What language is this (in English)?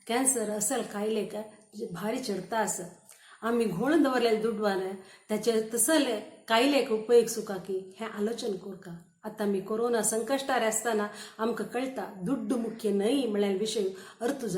Konkani